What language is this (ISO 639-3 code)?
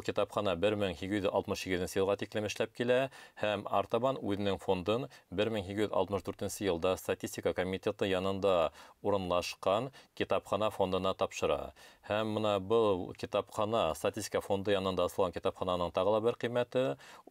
bak